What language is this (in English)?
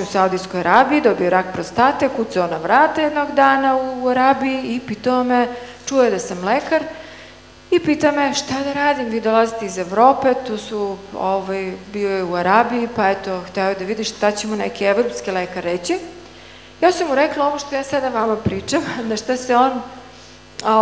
Serbian